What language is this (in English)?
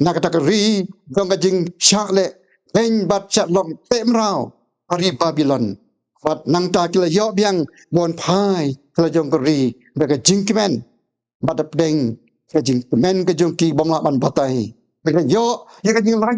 Khasi